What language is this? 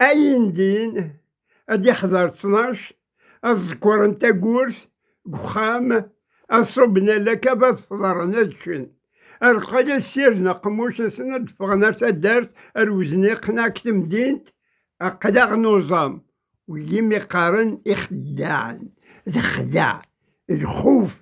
Kabyle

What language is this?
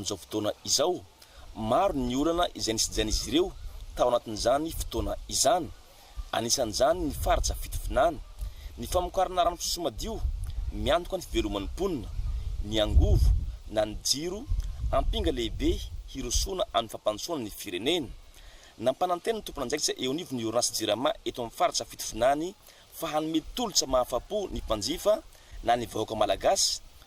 Malagasy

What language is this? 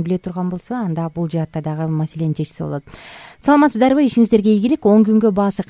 Kyrgyz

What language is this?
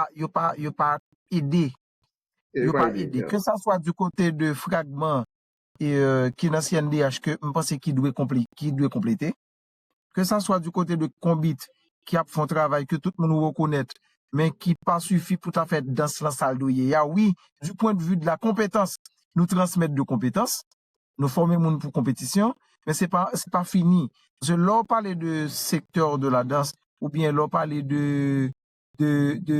Haitian Creole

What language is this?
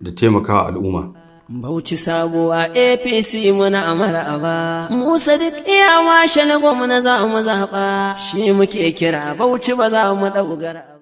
Hausa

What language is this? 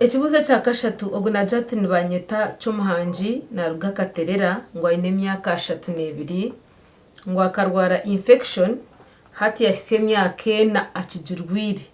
Nyankole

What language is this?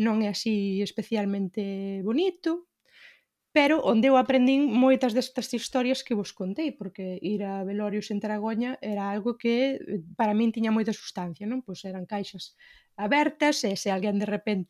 Galician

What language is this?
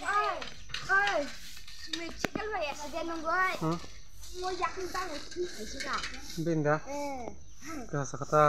Kok Borok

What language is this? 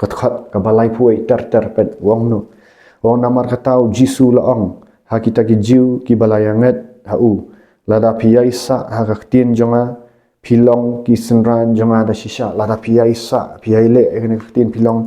Khasi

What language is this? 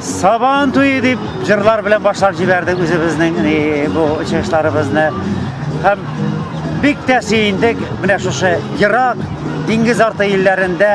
Tatar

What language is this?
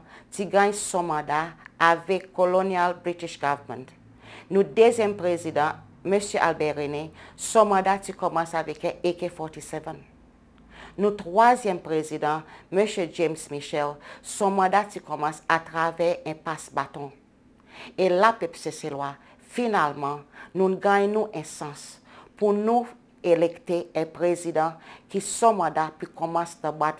Seselwa Creole French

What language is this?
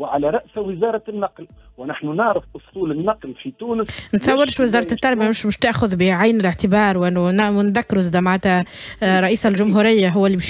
Tunisian Arabic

